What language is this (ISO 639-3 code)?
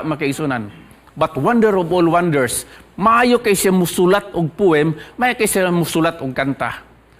ceb